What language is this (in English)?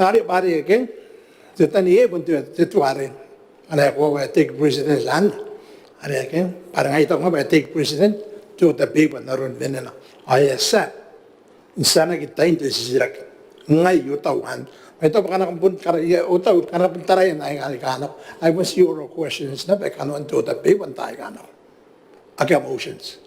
Gilbertese